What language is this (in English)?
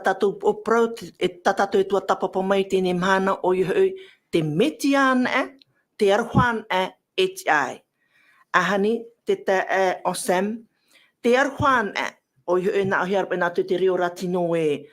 Tahitian